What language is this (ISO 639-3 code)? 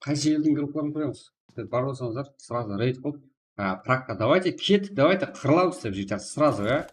kaa